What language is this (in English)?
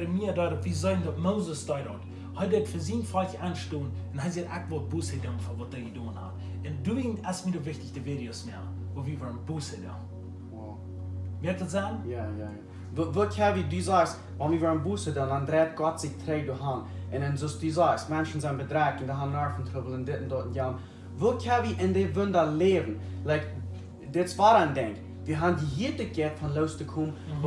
Plautdietsch